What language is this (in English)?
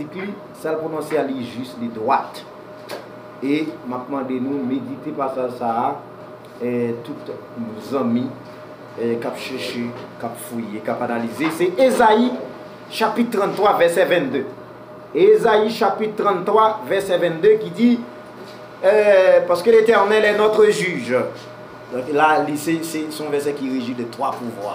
Haitian Creole